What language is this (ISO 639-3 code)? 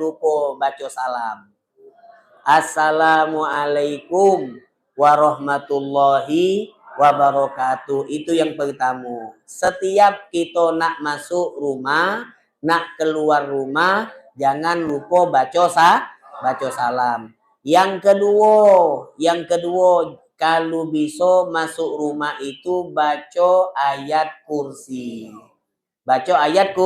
mui